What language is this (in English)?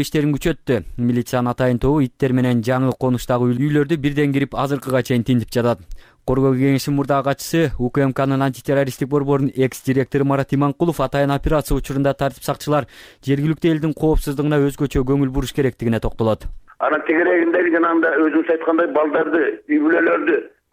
Kyrgyz